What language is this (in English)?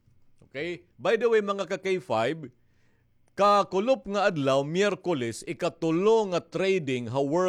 Waray